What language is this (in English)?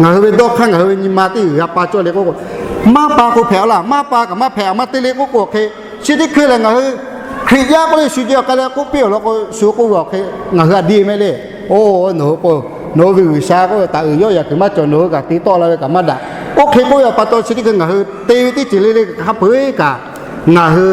Lahu